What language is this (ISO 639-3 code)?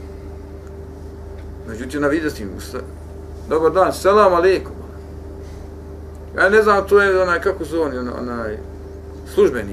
bos